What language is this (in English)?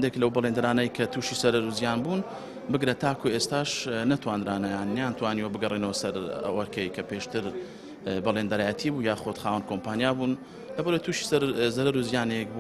Central Kurdish